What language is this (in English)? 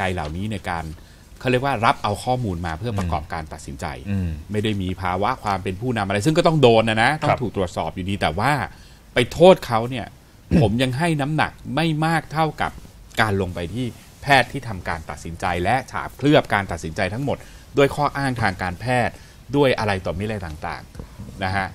Thai